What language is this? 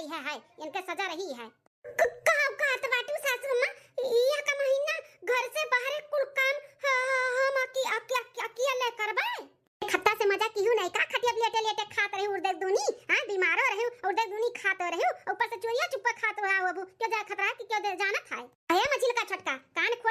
Awadhi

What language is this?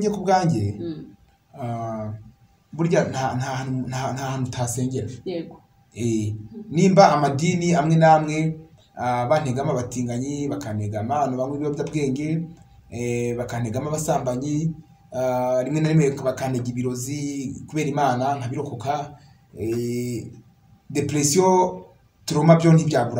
Kinyarwanda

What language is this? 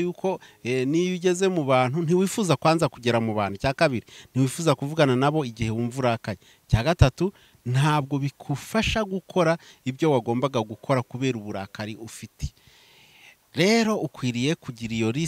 Kinyarwanda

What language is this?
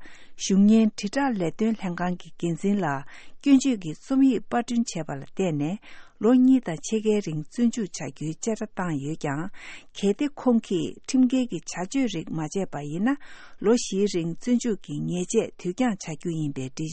Tibetan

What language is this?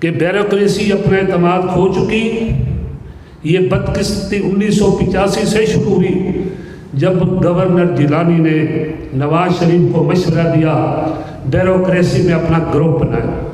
Saraiki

